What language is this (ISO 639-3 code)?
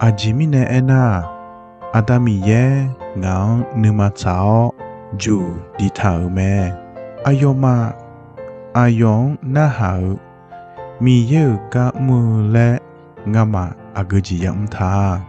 ahk